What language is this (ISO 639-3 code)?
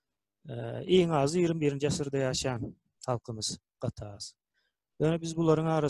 tuk